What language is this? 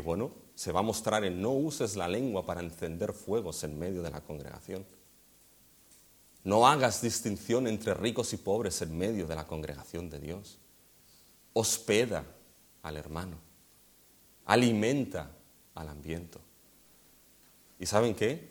Spanish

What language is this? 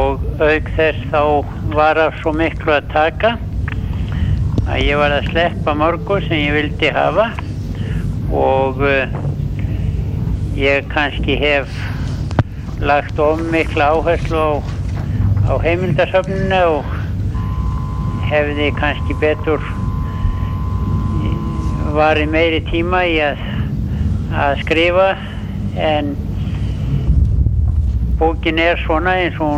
Icelandic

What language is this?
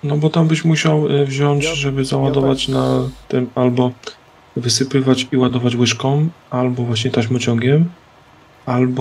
Polish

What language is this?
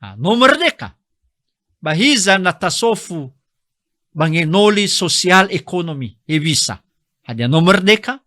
Nias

